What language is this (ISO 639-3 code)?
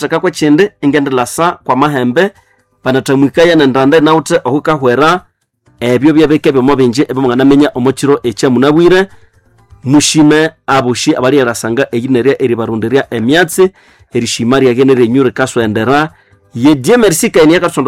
nnb